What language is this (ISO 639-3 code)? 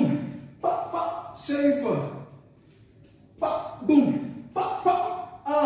nld